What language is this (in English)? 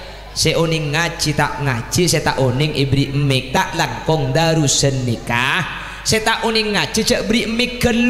Madurese